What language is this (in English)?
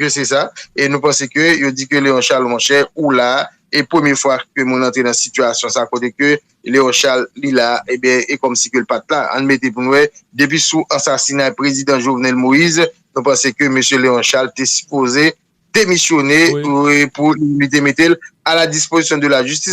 Haitian Creole